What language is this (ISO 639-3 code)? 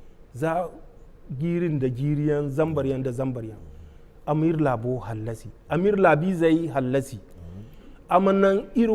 dje